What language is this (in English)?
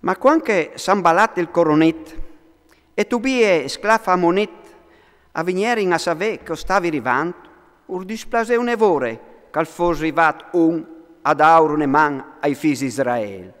Friulian